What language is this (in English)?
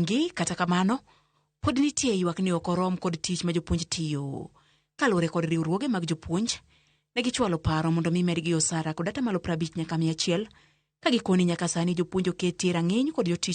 Luo (Kenya and Tanzania)